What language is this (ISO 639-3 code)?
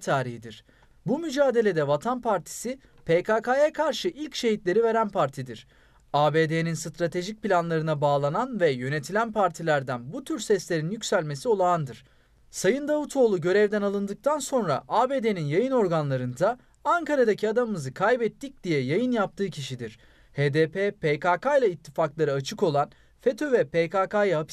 tur